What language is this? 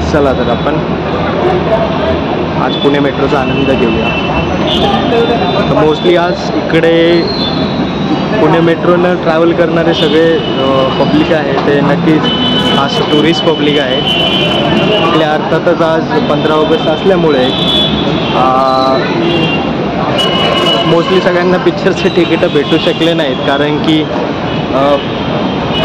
Marathi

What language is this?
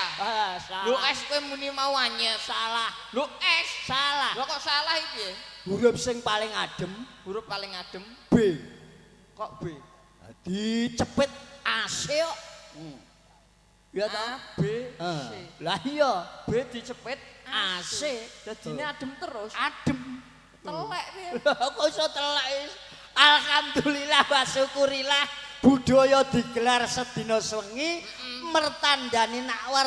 Javanese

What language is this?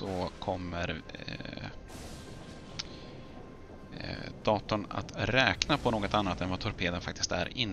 Swedish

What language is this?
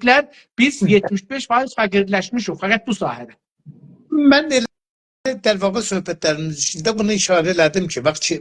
South Azerbaijani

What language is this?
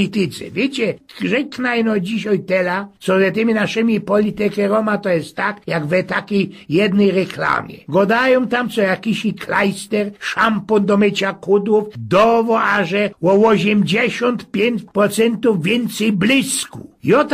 Silesian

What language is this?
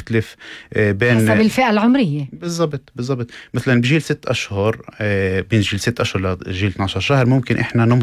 North Levantine Arabic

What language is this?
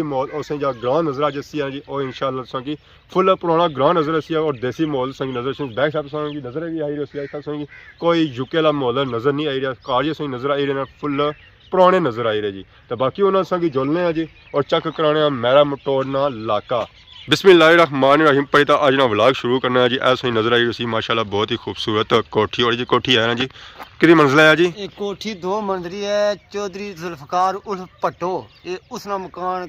Pahari-Potwari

